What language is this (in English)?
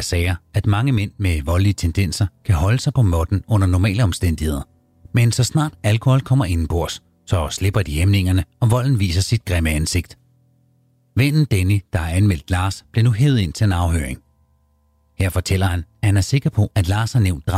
Danish